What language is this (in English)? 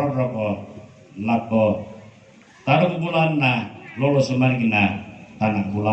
Toraja-Sa'dan